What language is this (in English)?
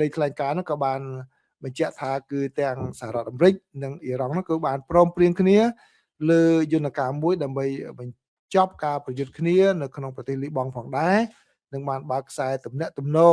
Khmer